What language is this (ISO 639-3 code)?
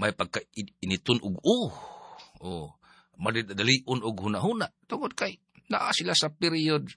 ceb